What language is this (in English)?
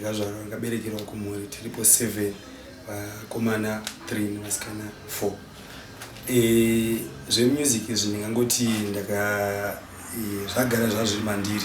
Shona